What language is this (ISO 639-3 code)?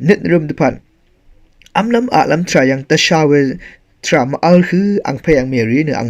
raw